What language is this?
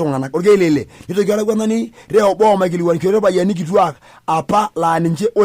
Masai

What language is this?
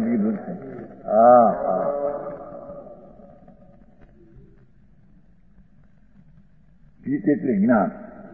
Gujarati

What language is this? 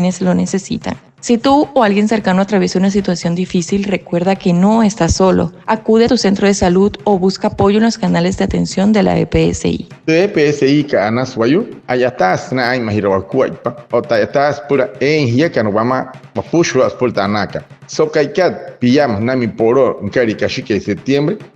Wayuu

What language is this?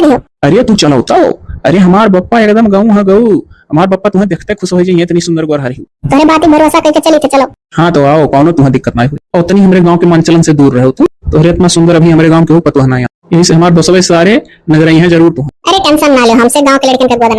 Awadhi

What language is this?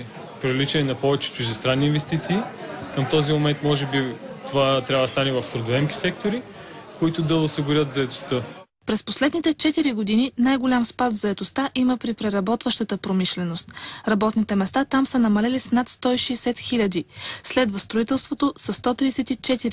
Bulgarian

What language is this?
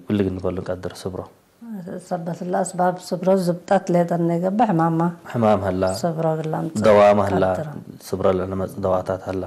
Tigre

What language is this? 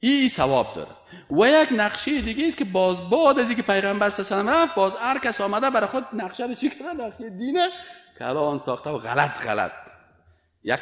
Persian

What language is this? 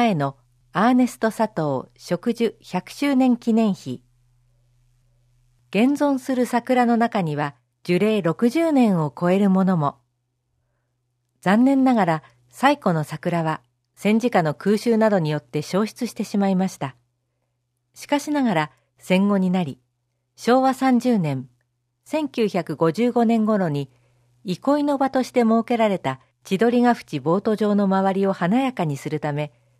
Japanese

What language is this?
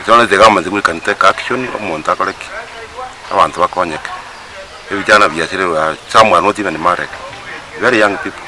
Gusii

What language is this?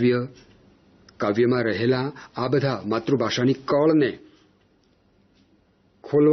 Gujarati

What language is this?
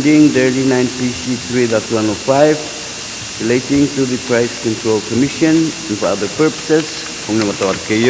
Pohnpeian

